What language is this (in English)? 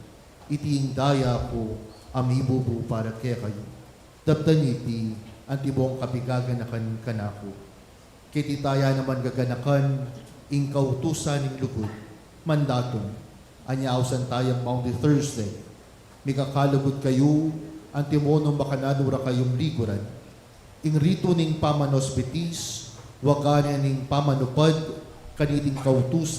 Pampanga